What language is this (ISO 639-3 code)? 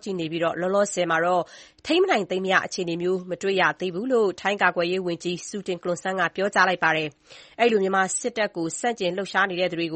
mya